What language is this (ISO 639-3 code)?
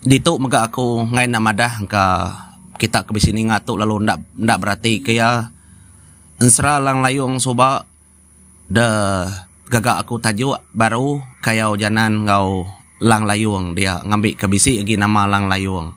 iba